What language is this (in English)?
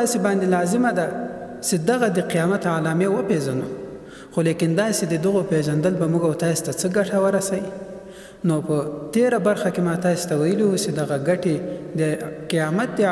Pashto